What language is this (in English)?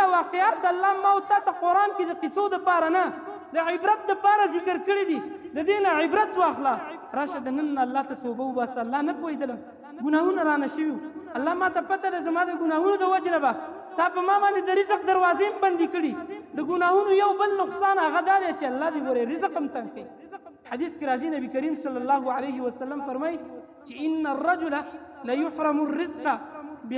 Pashto